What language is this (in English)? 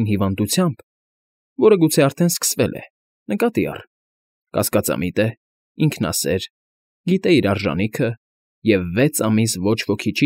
Armenian